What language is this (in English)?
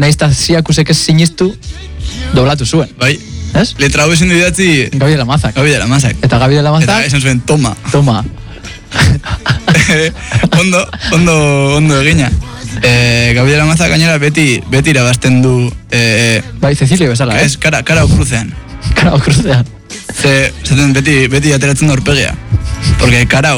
Basque